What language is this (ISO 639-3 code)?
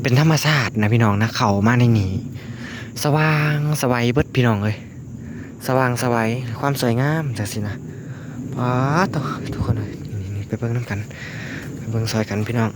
lao